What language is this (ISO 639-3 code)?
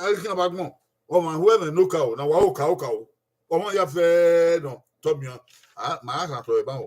bin